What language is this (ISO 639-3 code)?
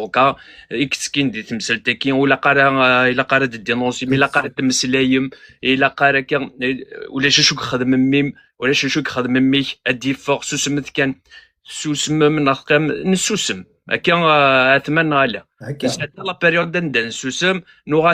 kab